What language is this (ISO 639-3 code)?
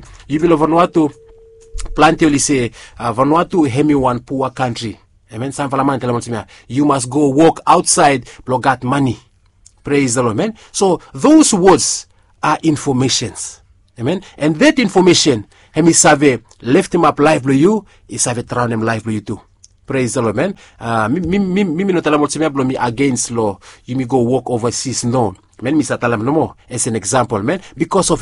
bis